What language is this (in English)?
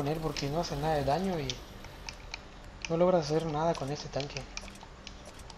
Spanish